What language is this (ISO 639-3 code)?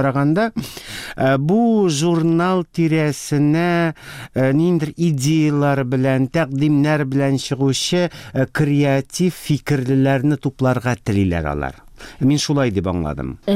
tat